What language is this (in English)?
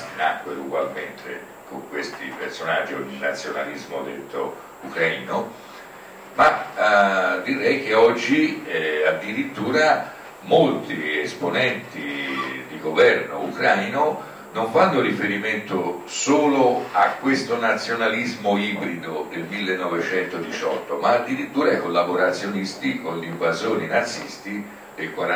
Italian